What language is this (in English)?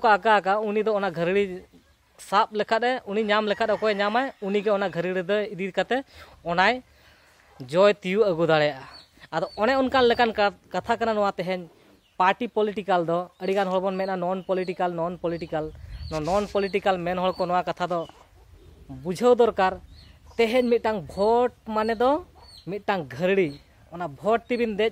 Santali